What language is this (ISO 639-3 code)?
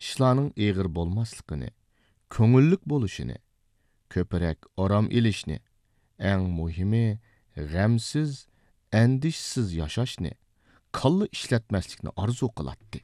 uig